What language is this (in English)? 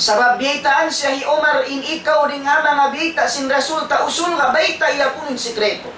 Tausug